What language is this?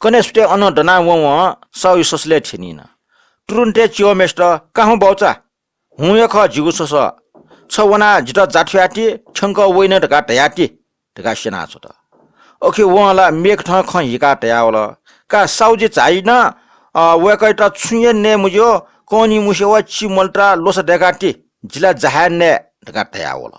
Newari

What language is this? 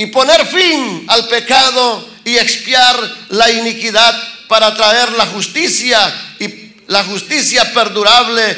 Spanish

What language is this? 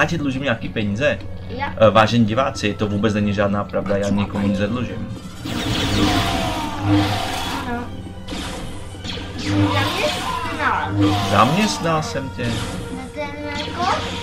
Czech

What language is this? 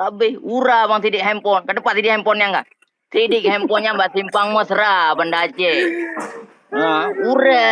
Achinese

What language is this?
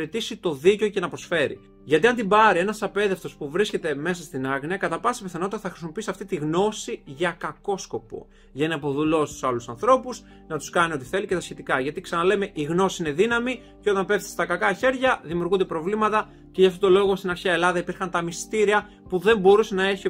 Greek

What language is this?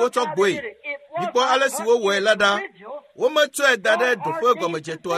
Ewe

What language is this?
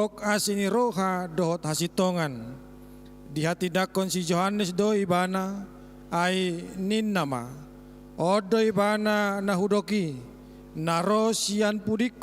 Batak Toba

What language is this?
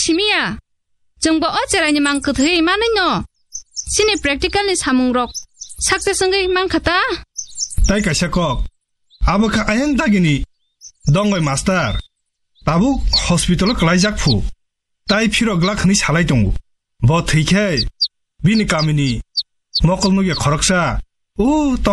Kok Borok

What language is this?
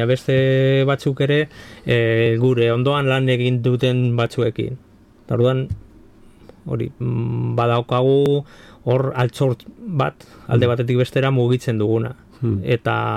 Basque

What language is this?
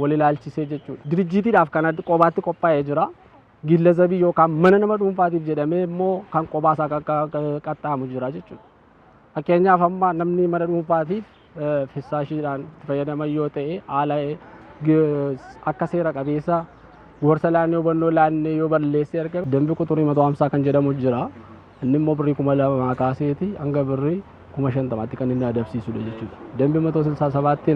Oromo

